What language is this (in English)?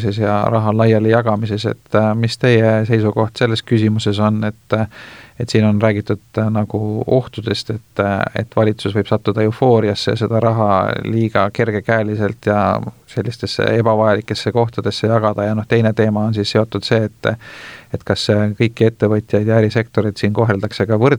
Estonian